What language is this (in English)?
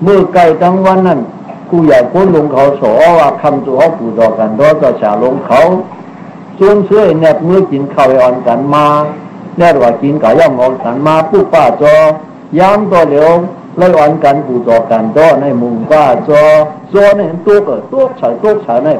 Shan